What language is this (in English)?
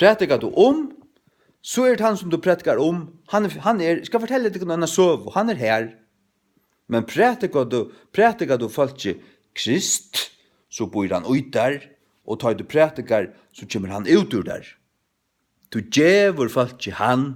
Faroese